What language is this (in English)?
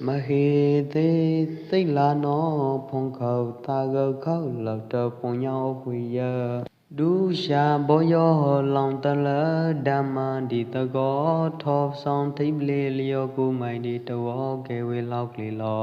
Pwo Eastern Karen